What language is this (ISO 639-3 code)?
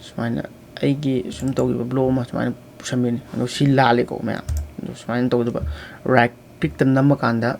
mni